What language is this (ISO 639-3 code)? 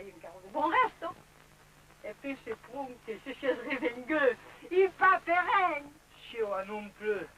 oci